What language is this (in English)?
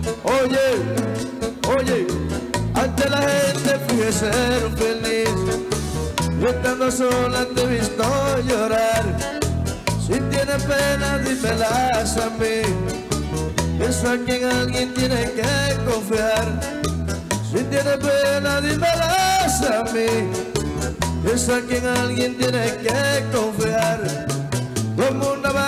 Spanish